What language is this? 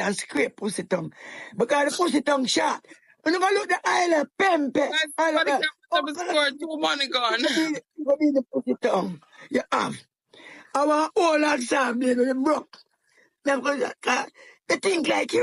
Jamaican Creole English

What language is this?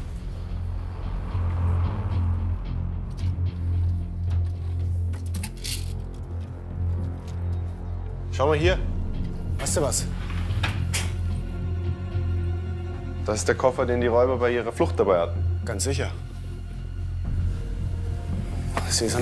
German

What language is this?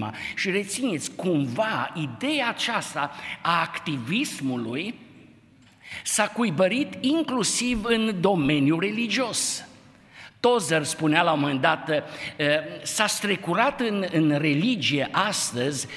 Romanian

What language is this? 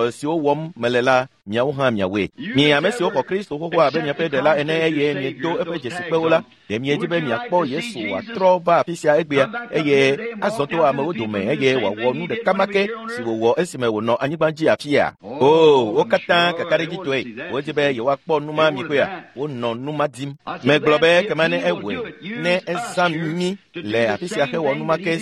Ewe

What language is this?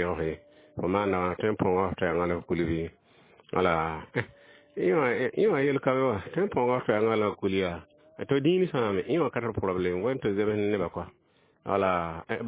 Mossi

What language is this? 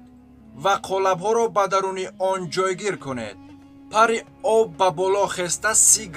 Tajik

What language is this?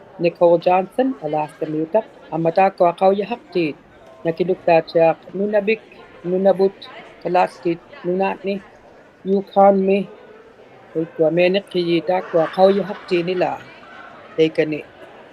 Inuktitut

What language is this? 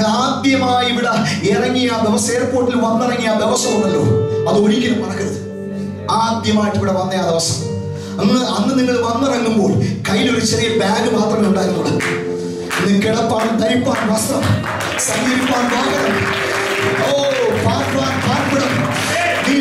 Malayalam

